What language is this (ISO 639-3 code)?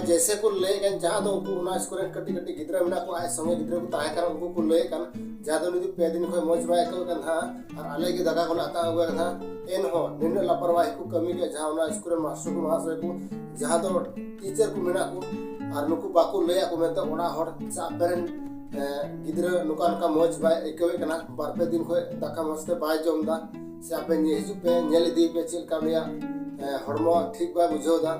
sat